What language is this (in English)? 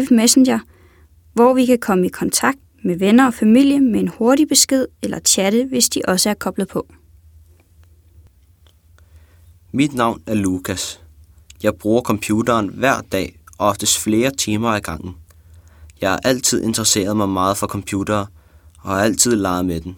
Danish